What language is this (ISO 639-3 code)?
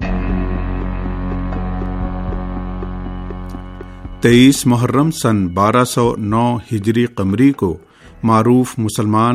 urd